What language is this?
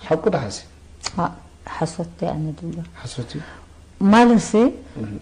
Tigrinya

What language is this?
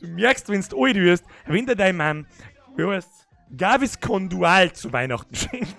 Bavarian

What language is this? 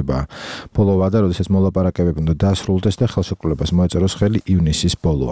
Georgian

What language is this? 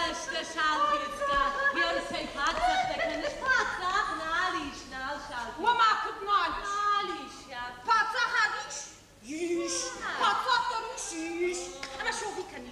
Ossetic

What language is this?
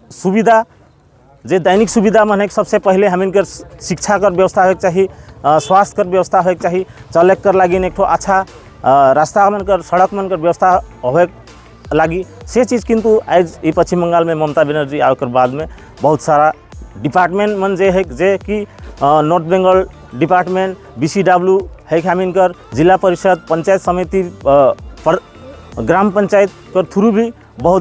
Sadri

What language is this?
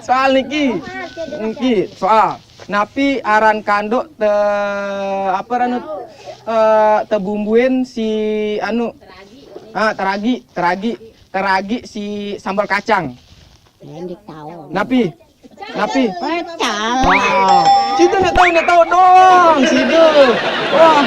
Sasak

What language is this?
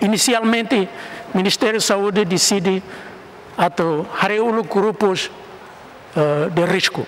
Tetum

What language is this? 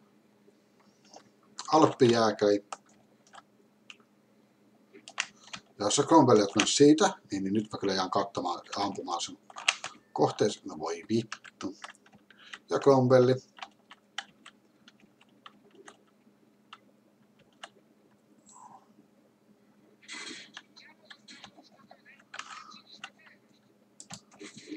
Finnish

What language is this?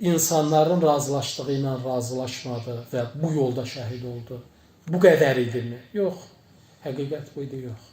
Azerbaijani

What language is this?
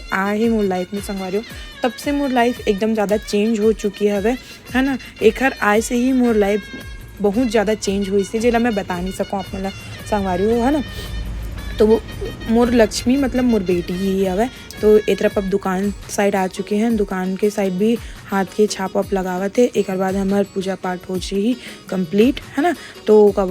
Chhattisgarhi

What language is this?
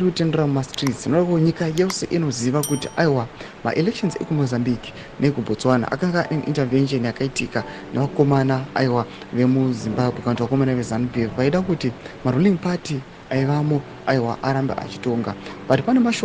Shona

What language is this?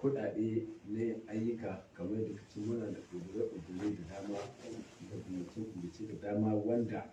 Hausa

